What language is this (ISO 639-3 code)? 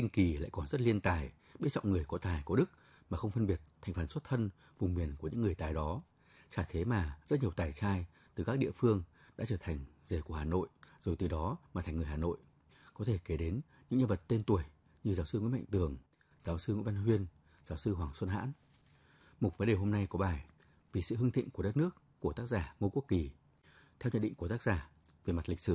vie